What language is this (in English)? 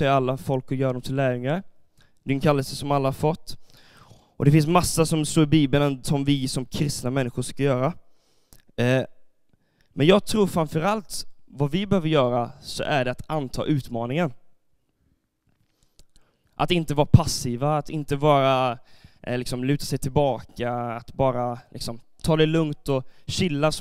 Swedish